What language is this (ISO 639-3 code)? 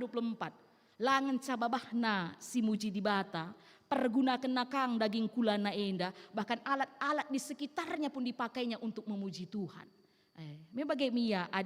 btx